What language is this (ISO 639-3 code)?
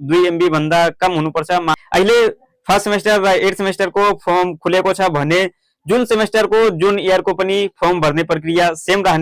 nep